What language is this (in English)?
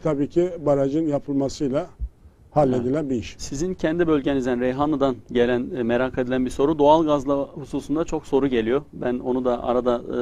Turkish